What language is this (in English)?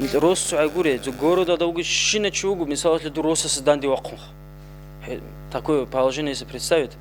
Avaric